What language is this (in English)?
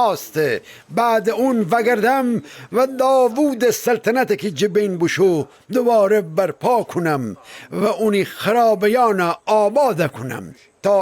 Gilaki